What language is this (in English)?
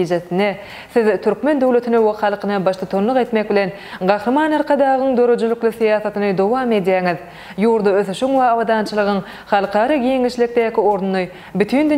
Turkmen